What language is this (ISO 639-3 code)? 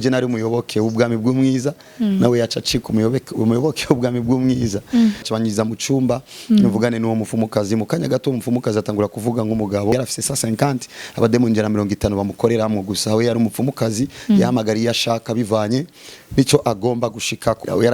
run